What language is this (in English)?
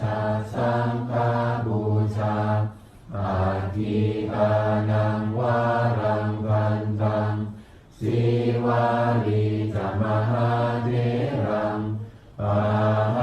Pali